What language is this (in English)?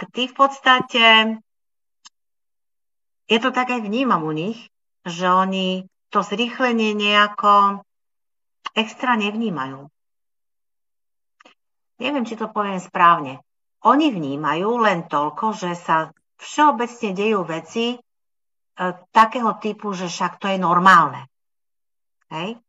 Slovak